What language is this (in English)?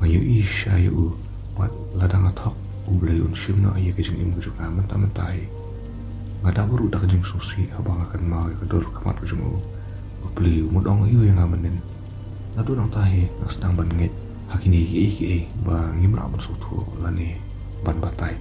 Khasi